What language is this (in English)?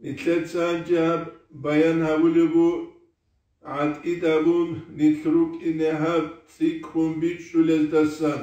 Avaric